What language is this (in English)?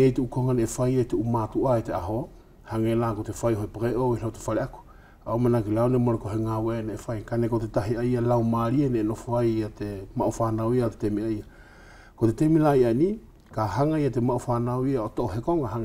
Wallisian